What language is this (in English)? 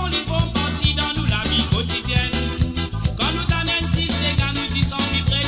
Morisyen